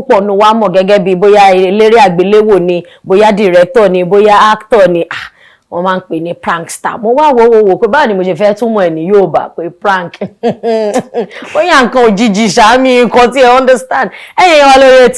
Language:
Yoruba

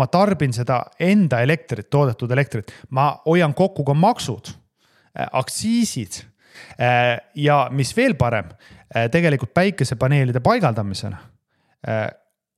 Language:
Estonian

